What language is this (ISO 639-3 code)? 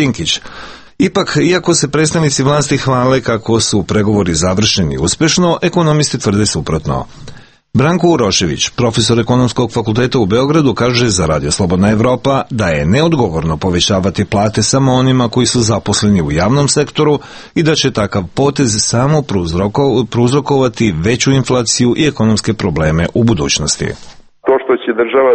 srp